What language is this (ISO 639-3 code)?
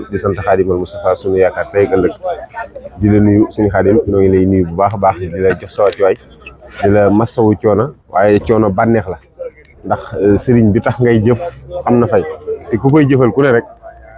wol